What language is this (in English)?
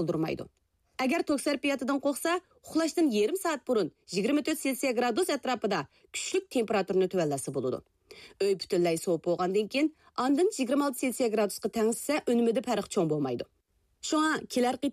Uyghur